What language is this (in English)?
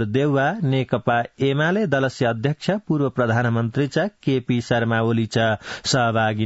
Sanskrit